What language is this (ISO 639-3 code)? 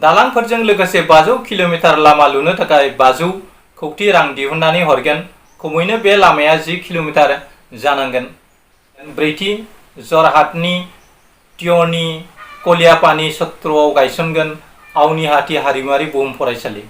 brx